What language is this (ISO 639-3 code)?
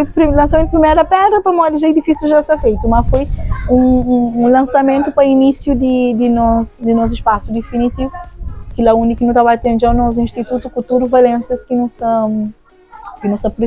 kea